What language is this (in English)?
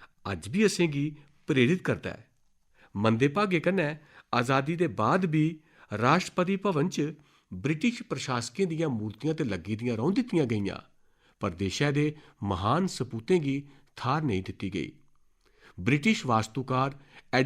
Dogri